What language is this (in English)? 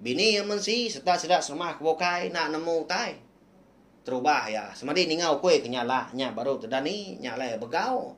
Iban